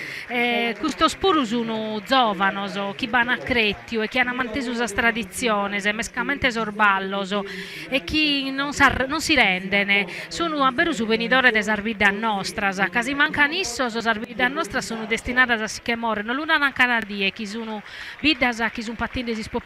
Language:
Sardinian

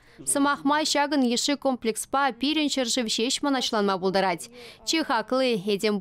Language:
Chuvash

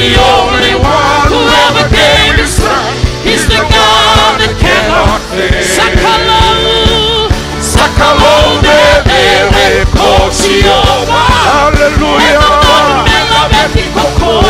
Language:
Fijian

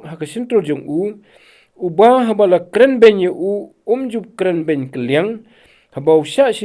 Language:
Khasi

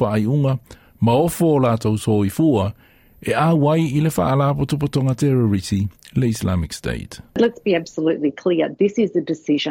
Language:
Samoan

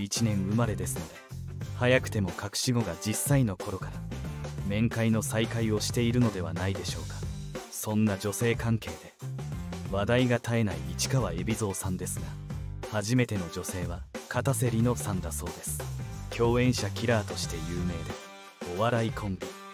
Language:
Japanese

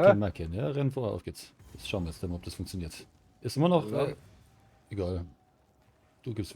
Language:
Bavarian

